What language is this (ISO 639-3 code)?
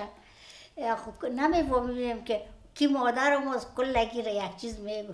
fas